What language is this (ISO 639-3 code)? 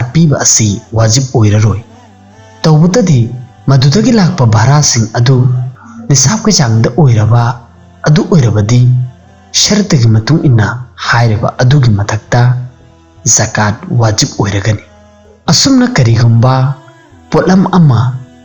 mni